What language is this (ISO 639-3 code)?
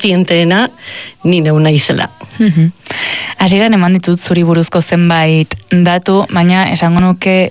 eus